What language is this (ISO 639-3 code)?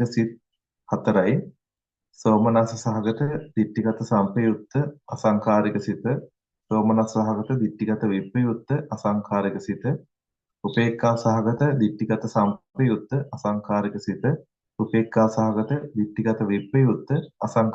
sin